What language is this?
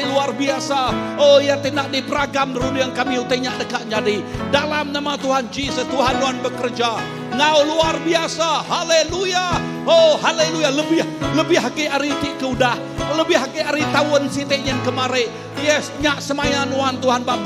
Iban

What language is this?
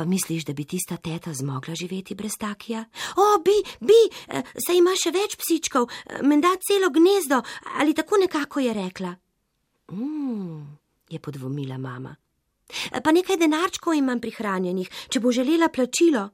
Slovenian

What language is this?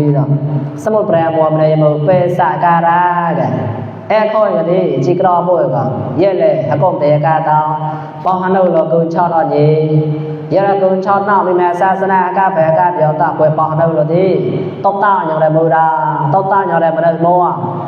Mon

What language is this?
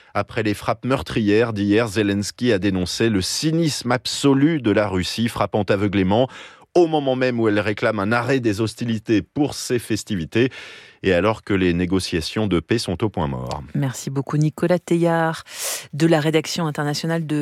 French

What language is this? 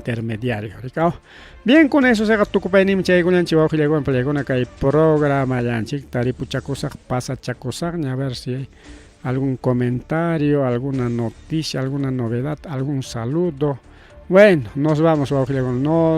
Ayacucho Quechua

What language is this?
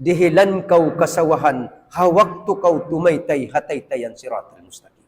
Tausug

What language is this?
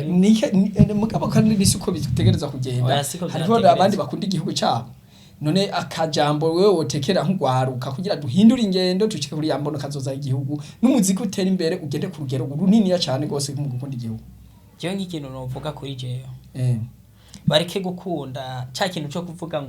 Rundi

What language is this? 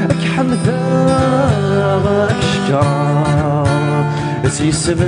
Kabyle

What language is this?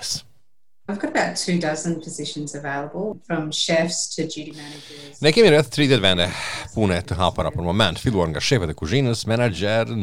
Albanian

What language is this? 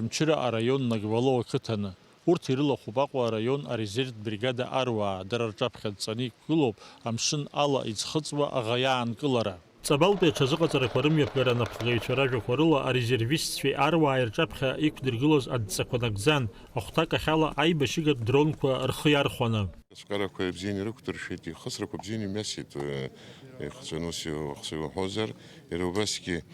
Abkhazian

